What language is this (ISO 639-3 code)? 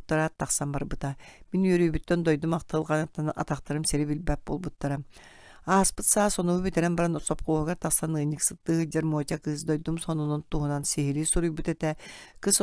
sah